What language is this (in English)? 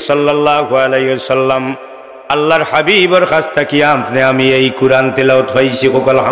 Sylheti